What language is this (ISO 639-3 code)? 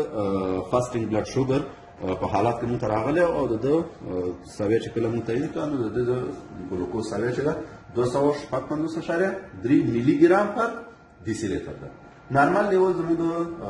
pus